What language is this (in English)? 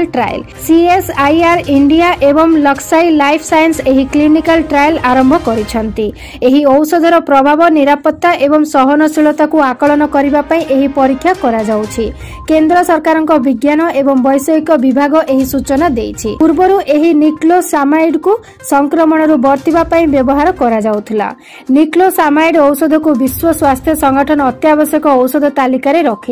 Odia